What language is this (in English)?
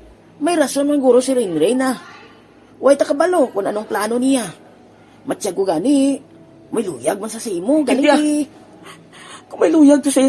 Hiligaynon